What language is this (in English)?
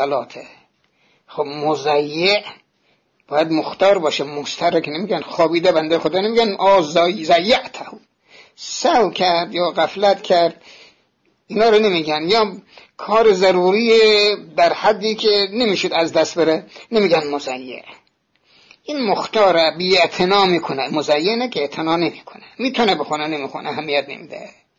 Persian